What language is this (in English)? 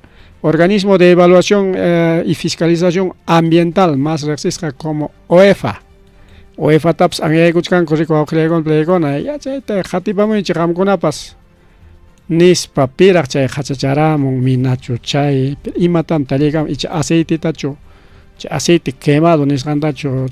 Ayacucho Quechua